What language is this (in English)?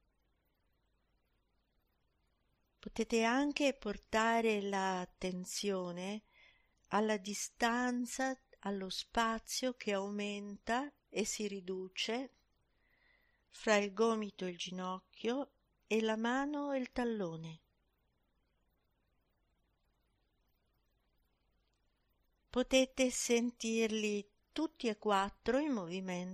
Italian